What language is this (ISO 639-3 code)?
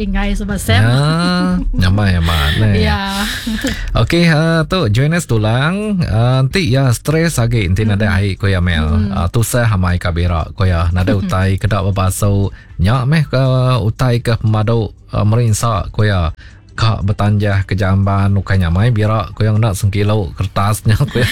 iba